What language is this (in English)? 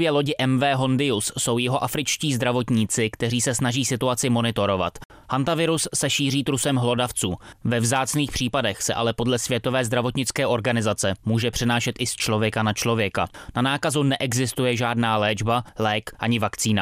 Czech